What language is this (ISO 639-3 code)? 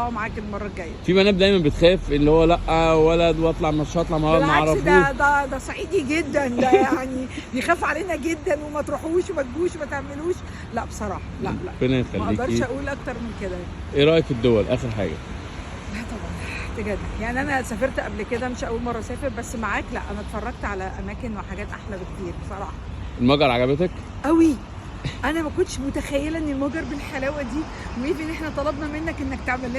arz